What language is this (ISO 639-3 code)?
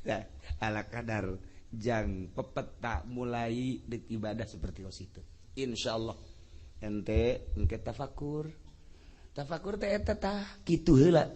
sun